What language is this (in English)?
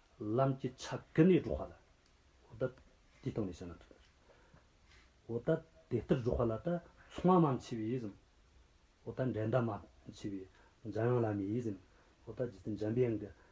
Tibetan